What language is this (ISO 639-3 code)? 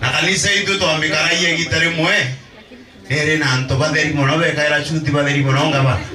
mer